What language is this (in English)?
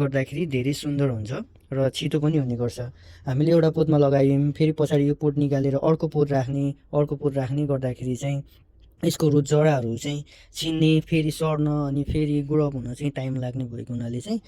Nepali